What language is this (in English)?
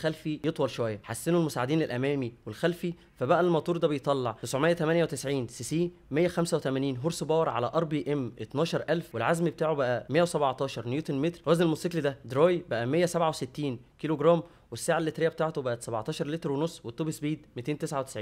Egyptian Arabic